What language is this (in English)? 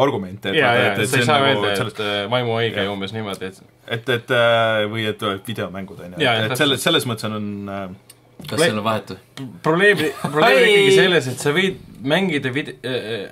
Estonian